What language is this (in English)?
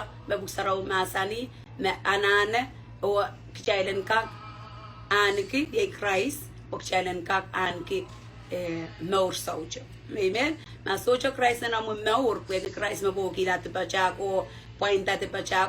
Pohnpeian